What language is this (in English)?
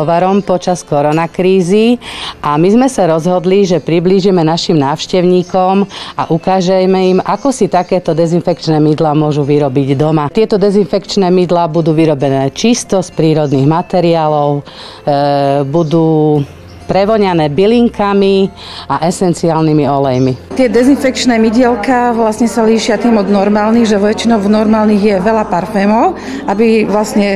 Slovak